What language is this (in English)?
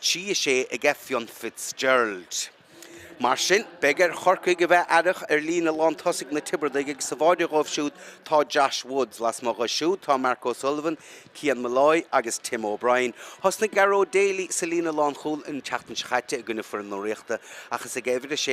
Irish